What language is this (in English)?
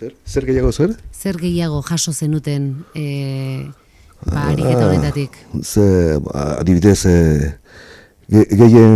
Basque